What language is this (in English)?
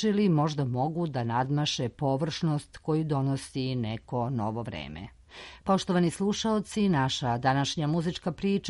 Serbian